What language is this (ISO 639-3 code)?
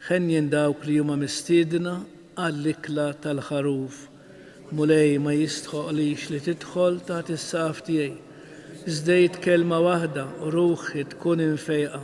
mlt